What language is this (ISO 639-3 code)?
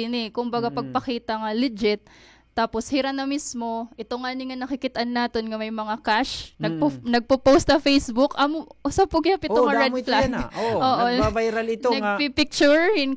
war